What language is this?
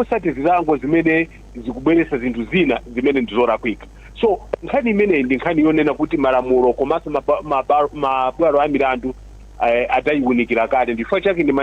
Nyanja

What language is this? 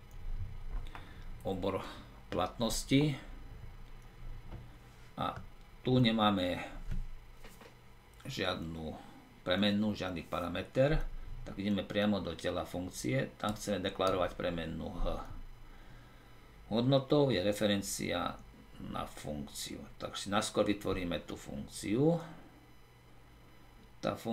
Slovak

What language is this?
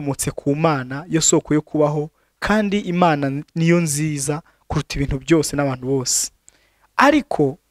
Kinyarwanda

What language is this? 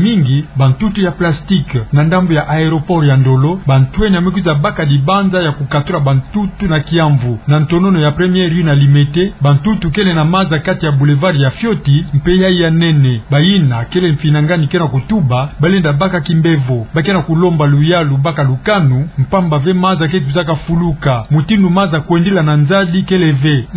Kituba (Democratic Republic of Congo)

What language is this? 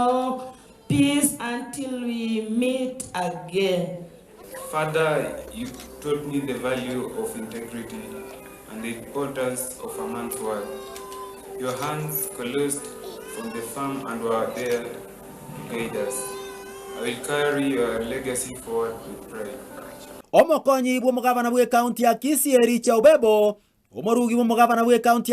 Gusii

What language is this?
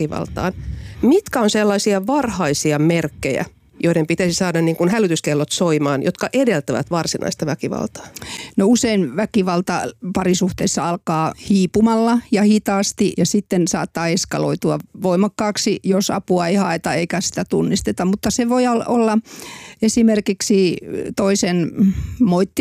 Finnish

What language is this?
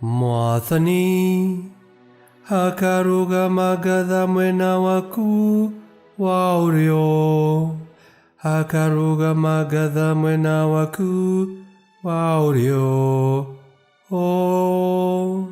Kikuyu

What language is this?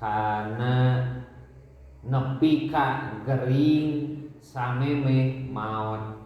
Sundanese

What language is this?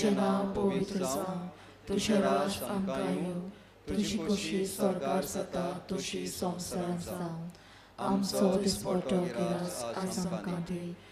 Konkani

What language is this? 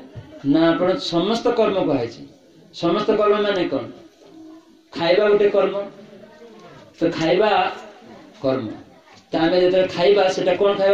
Odia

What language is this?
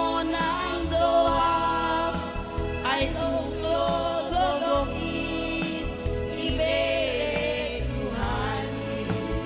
Batak Simalungun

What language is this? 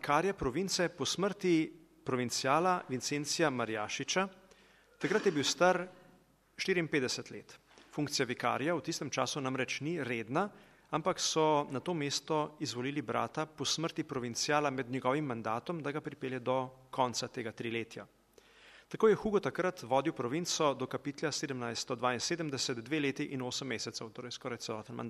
Slovenian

